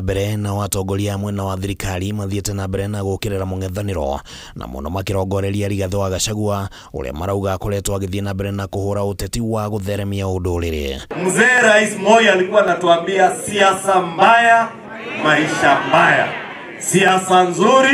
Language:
Kikuyu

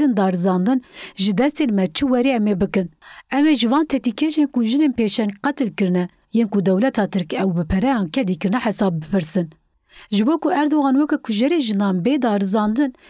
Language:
Kurdish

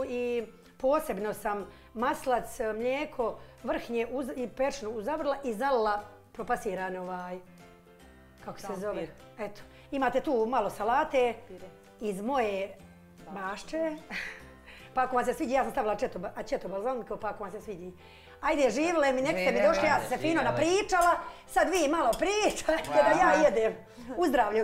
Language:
Bosnian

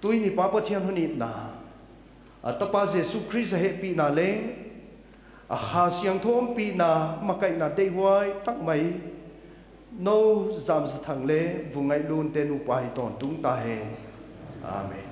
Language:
Paite Chin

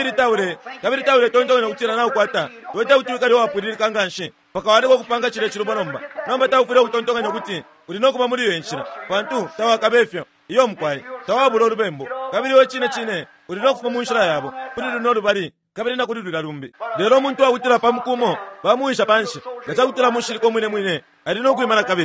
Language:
Bemba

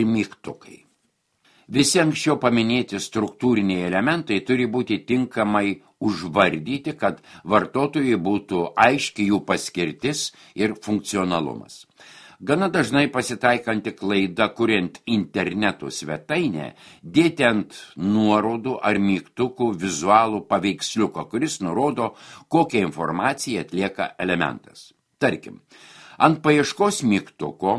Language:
Lithuanian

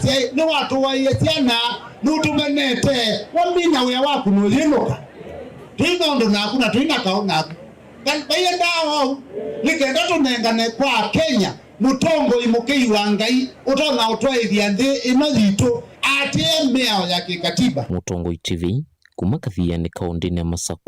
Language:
Kamba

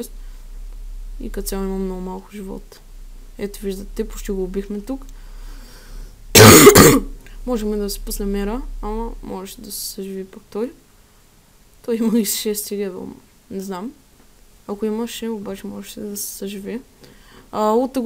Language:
Bulgarian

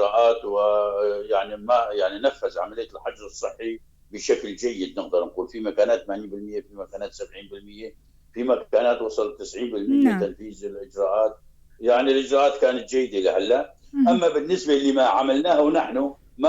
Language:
North Levantine Arabic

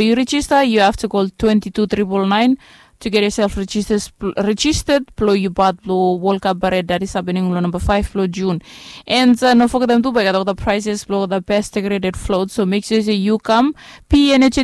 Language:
Bislama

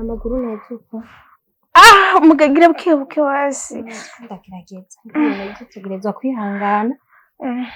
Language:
Rundi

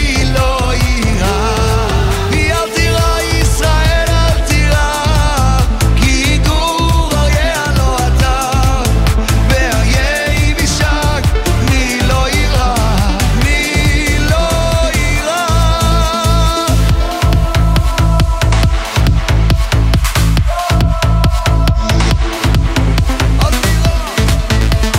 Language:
Hebrew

